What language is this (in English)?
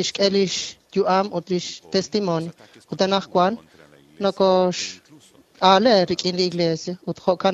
Kekchí